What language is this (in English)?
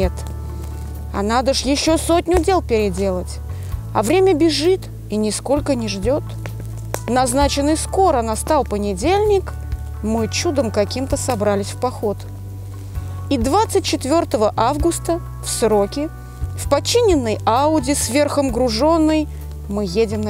Russian